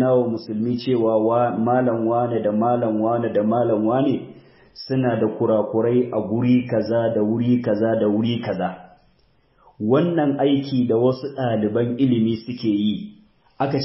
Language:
Hausa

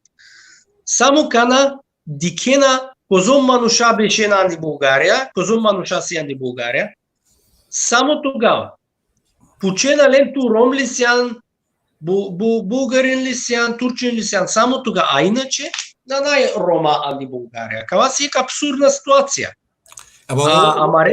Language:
Balkan Romani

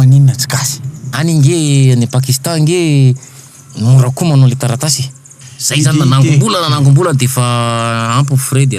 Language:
Malagasy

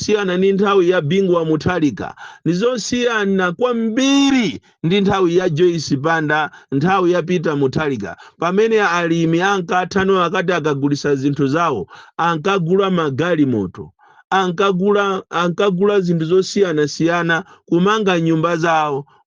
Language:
Nyanja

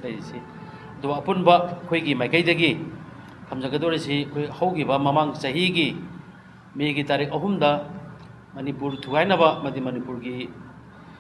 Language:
Manipuri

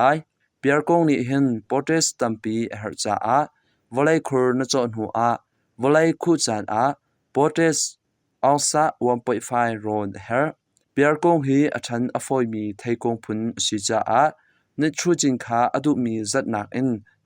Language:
Hakha Chin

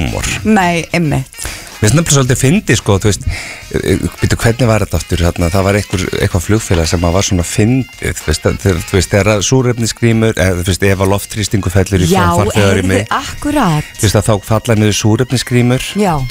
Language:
Icelandic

